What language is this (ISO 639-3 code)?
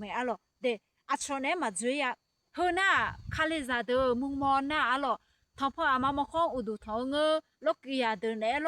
ahk